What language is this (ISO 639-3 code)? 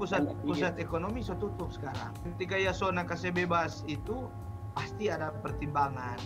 xmm